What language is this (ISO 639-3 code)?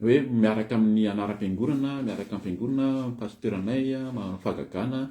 mlg